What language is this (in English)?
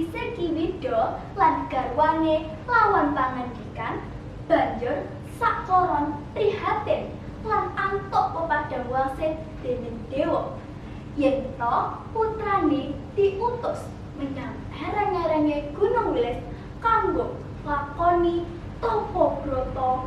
Javanese